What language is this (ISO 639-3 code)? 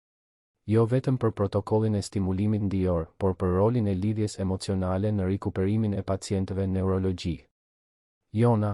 sqi